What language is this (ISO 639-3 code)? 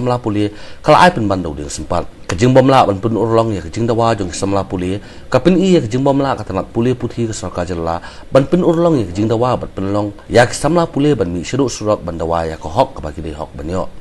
kha